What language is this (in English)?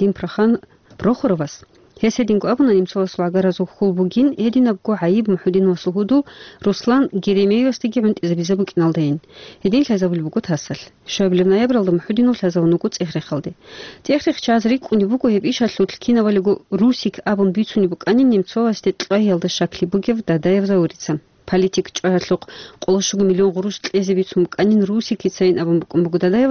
Avaric